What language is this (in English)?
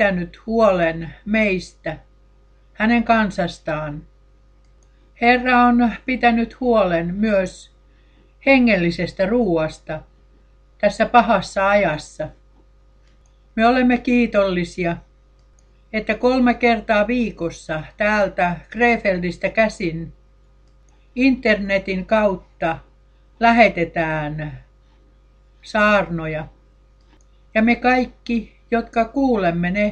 Finnish